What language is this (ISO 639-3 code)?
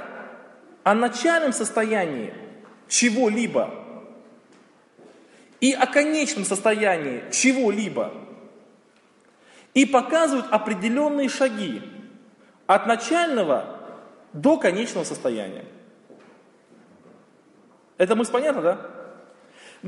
rus